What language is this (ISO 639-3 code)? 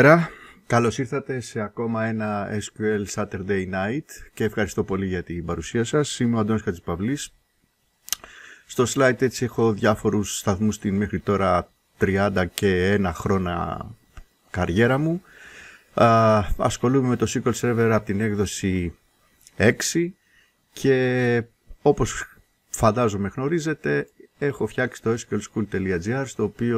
ell